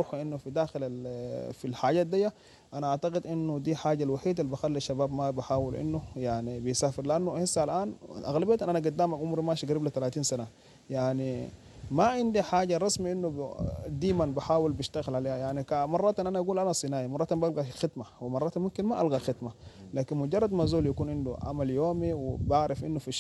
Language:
Sudanese Arabic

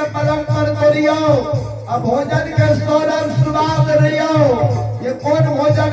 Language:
Maithili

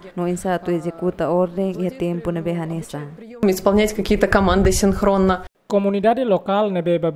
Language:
Tetum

